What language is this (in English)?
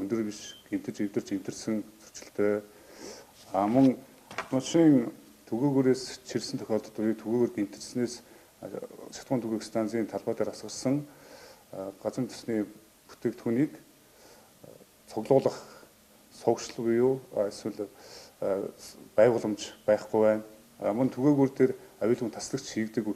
Mongolian